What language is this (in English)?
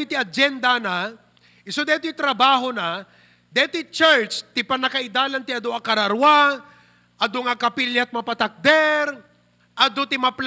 Iloko